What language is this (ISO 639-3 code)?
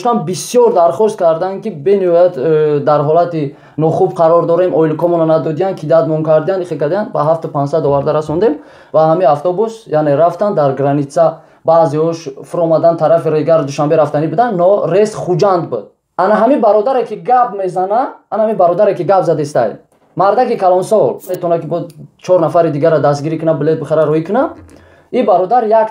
tgk